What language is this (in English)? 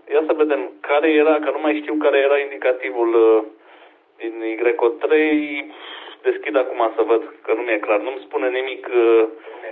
Romanian